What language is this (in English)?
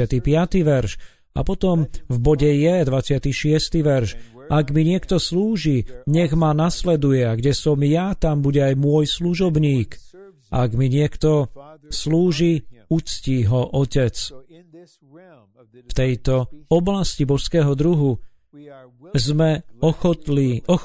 Slovak